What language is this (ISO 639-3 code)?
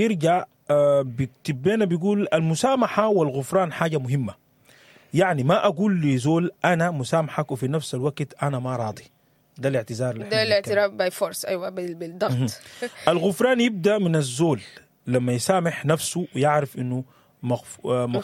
apd